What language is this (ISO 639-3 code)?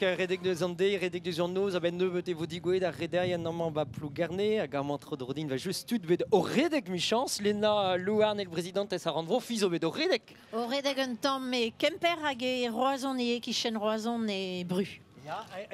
bre